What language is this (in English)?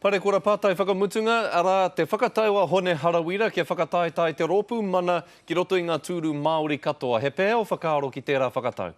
Māori